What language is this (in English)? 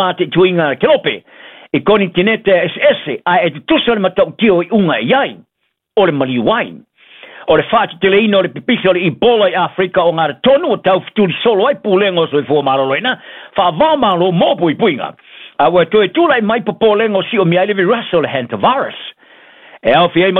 Samoan